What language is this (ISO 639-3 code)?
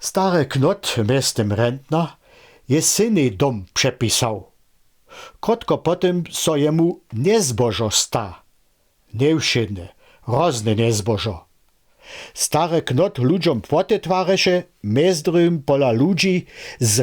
hsb